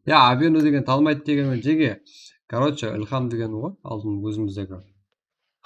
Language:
Kara-Kalpak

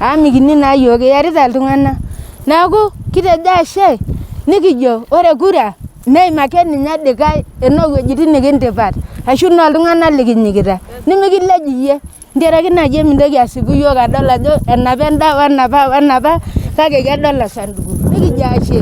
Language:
Masai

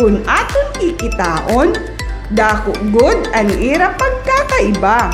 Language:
Waray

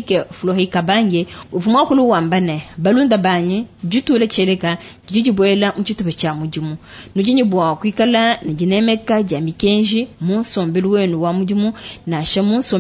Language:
Luba-Lulua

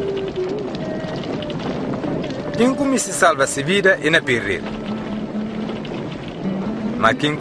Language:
Portuguese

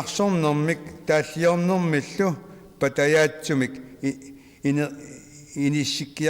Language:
Kalaallisut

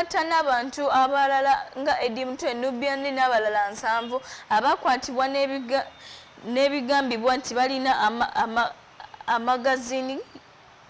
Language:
Ganda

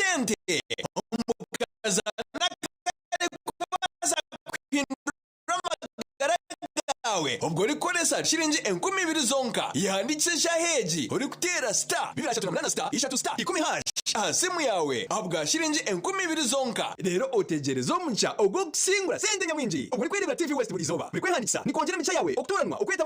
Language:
Nyankole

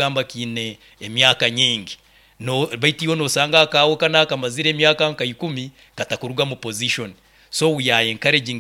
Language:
Nyoro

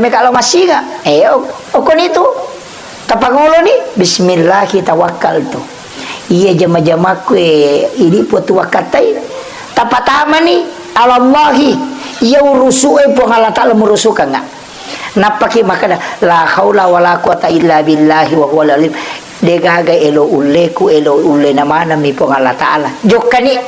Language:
Buginese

